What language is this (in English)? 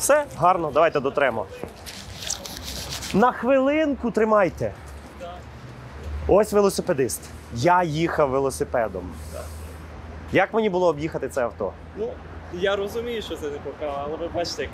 Ukrainian